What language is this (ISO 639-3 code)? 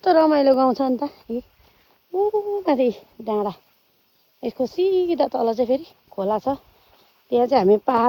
nep